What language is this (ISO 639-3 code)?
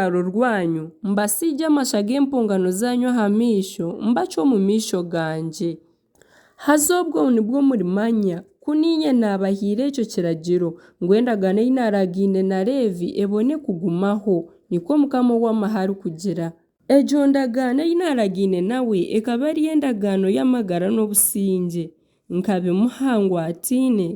nyn